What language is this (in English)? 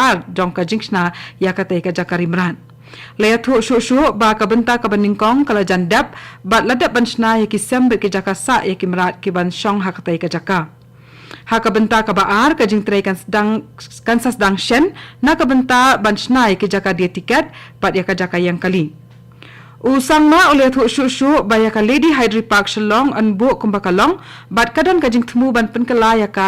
Khasi